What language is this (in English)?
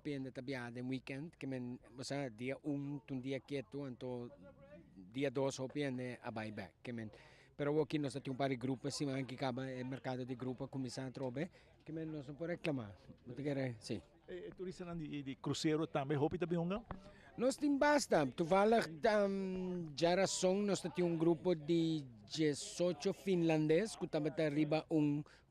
Papiamento